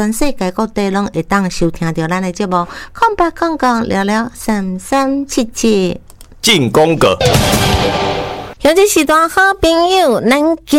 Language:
Min Nan Chinese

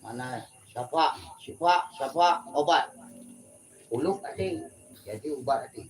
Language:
Achinese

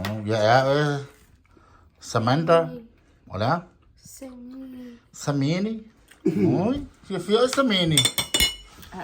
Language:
Samoan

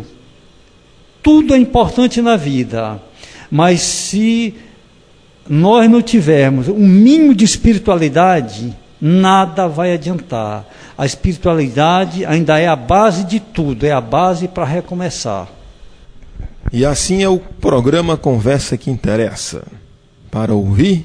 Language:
Portuguese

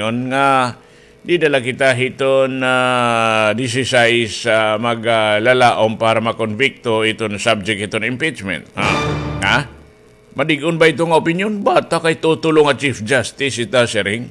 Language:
Waray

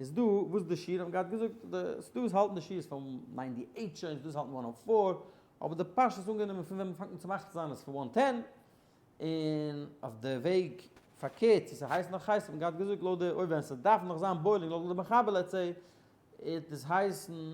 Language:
Yiddish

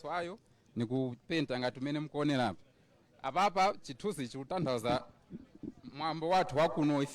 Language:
Nyanja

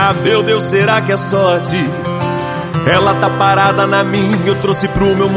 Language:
Portuguese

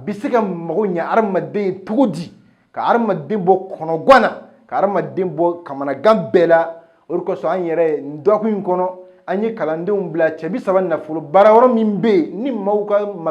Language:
Bambara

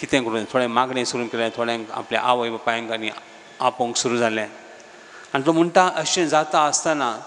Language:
Konkani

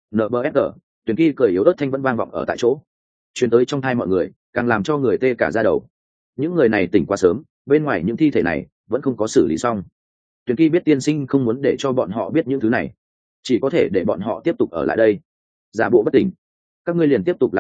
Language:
Vietnamese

